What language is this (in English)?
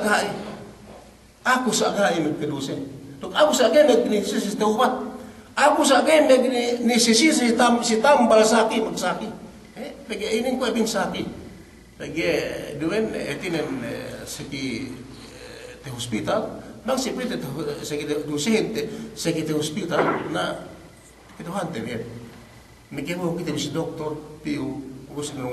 Yakan